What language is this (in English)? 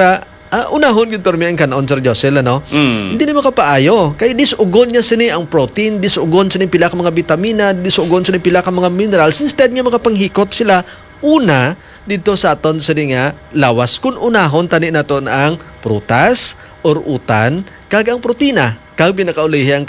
Hiligaynon